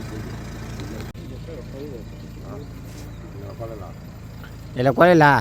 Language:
S'gaw Karen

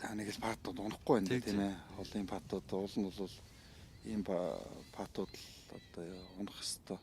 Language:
Mongolian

